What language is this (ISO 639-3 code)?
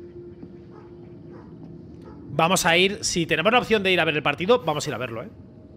spa